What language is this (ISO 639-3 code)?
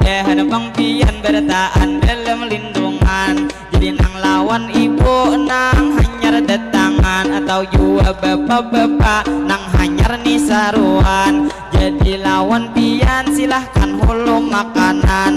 bjn